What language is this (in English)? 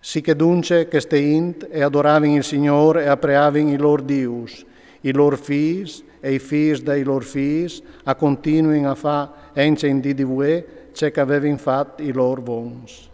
Friulian